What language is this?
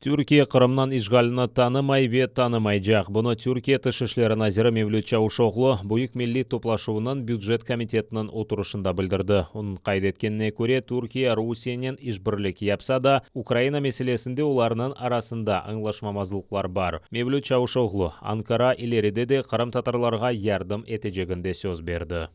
Crimean Tatar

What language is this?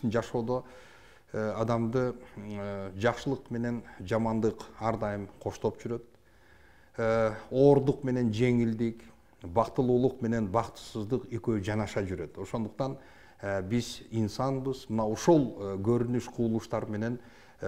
Kyrgyz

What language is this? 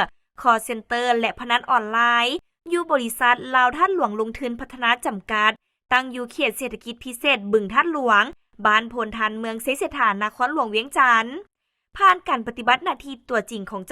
Lao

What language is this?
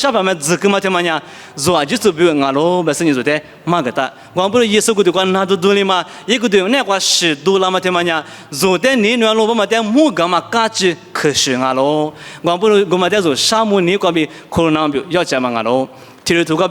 Lisu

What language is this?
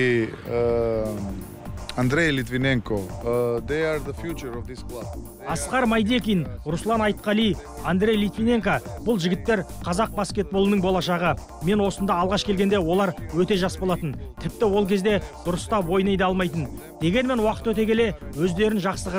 Kazakh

